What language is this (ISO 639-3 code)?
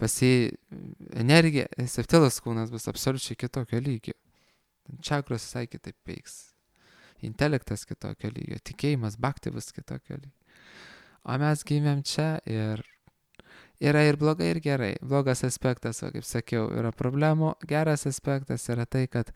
lit